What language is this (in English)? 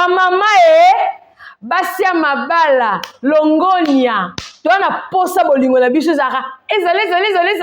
Lingala